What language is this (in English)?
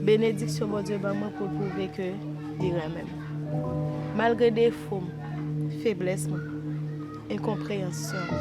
Haitian Creole